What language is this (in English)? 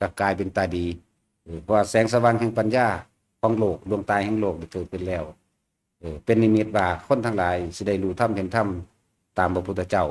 Lao